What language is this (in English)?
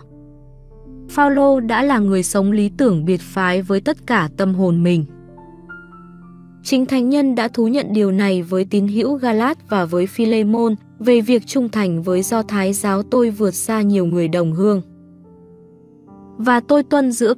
Vietnamese